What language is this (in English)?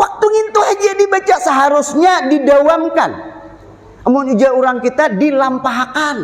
Banjar